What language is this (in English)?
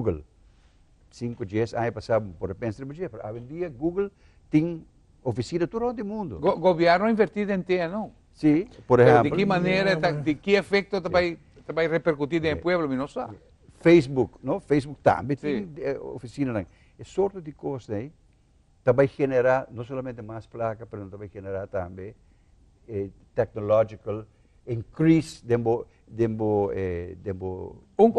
Papiamento